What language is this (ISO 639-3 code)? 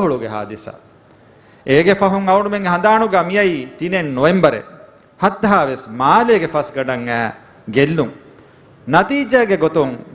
div